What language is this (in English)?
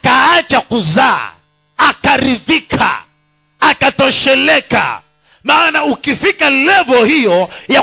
Swahili